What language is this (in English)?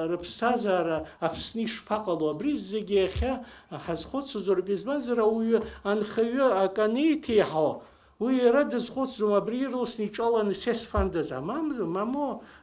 Abkhazian